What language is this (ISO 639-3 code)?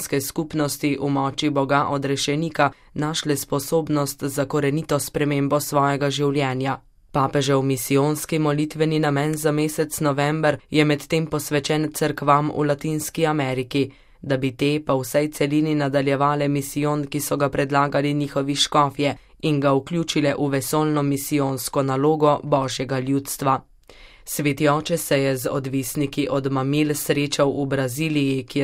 slv